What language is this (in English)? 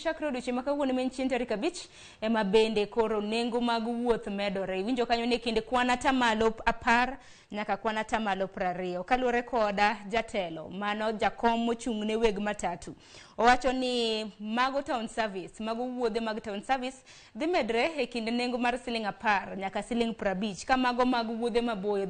Luo (Kenya and Tanzania)